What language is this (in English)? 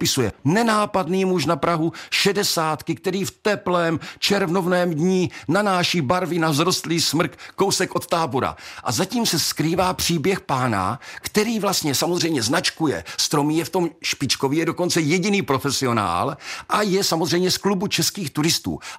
Czech